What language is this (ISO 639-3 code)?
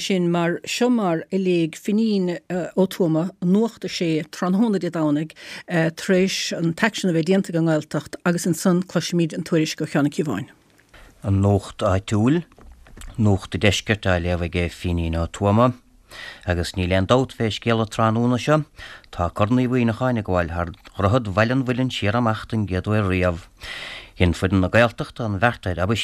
gle